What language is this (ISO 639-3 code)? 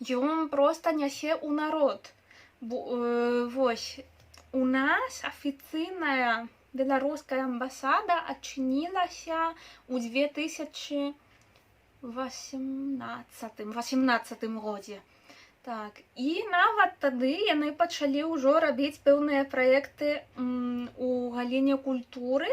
bel